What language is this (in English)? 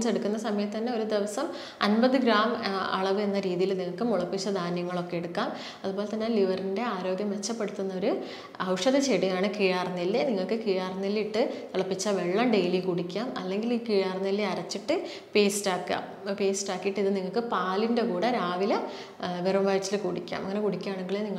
Malayalam